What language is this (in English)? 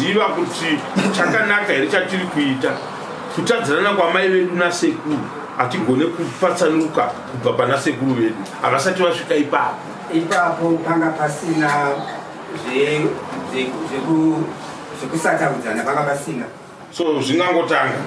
Shona